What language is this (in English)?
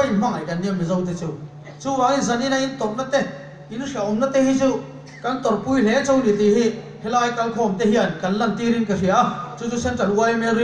Mizo